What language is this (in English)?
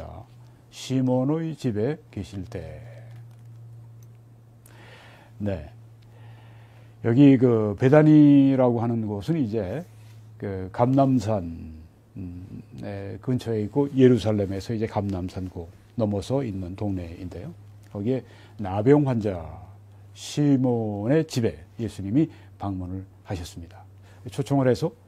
Korean